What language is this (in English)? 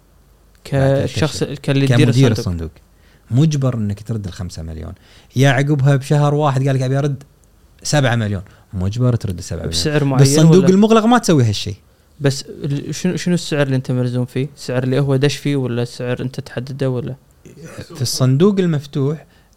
Gulf Arabic